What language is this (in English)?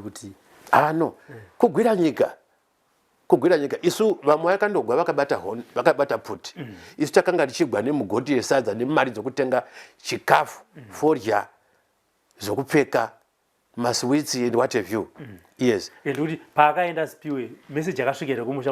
Shona